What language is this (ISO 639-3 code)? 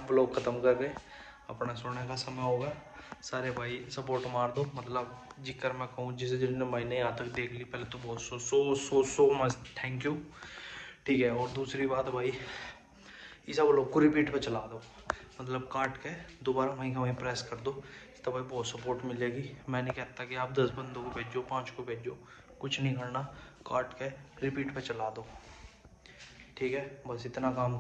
hin